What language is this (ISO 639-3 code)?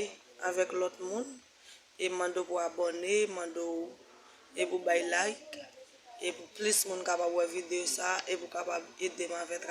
hat